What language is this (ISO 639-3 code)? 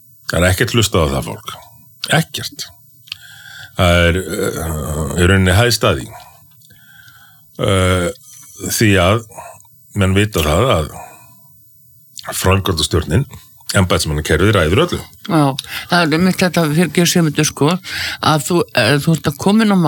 isl